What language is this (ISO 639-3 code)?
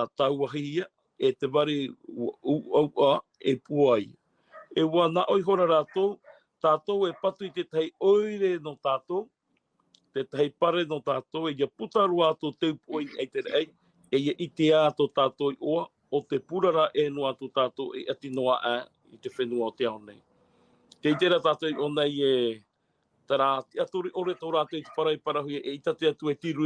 tah